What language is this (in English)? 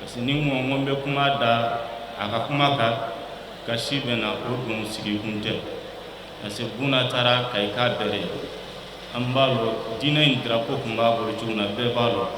Bambara